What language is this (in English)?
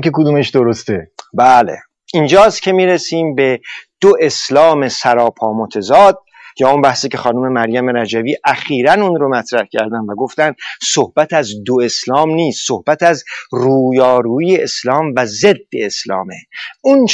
Persian